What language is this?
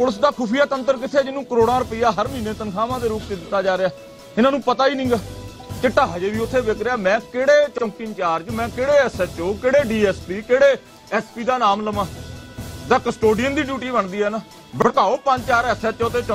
Punjabi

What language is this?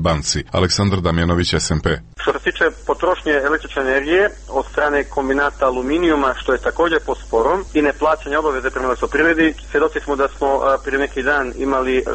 Serbian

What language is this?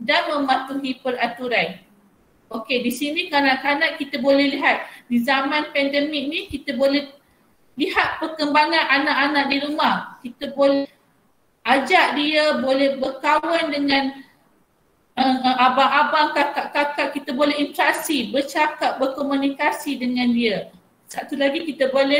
Malay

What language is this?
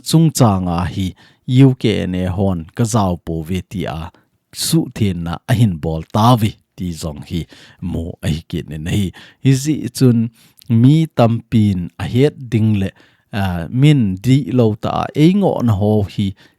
Thado Chin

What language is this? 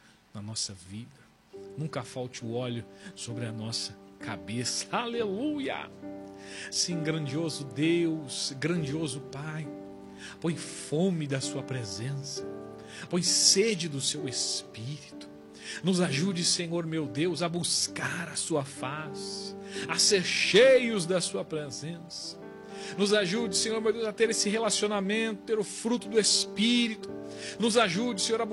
Portuguese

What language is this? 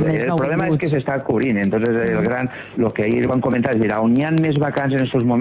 Catalan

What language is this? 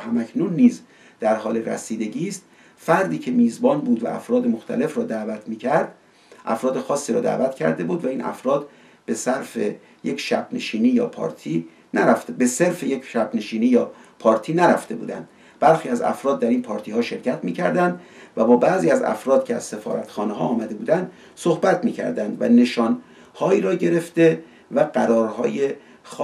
Persian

